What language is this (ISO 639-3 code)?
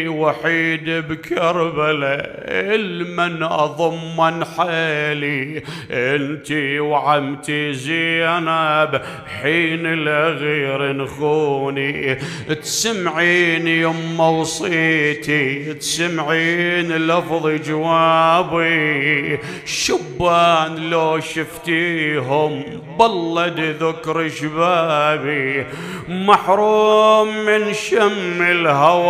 acm